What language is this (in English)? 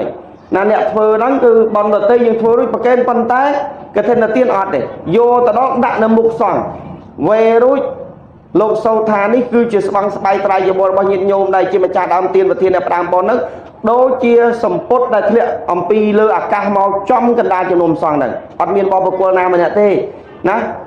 Khmer